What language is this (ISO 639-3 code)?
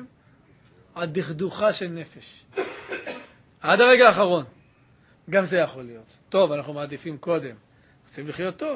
heb